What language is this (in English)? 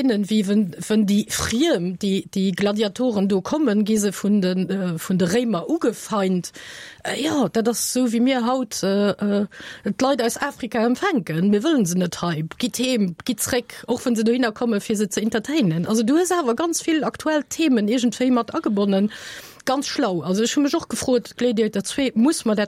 Luxembourgish